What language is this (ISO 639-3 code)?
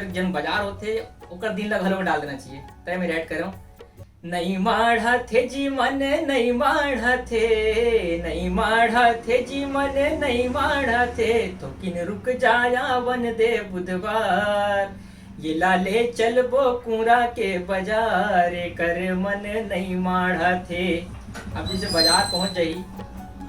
hne